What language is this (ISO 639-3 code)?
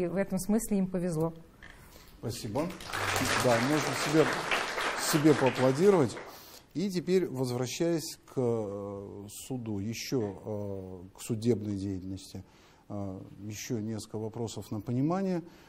rus